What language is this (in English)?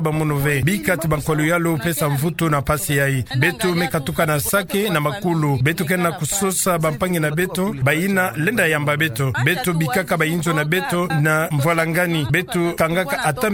Kituba (Democratic Republic of Congo)